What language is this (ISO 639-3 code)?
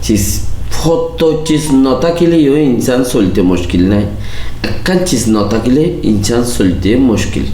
rhg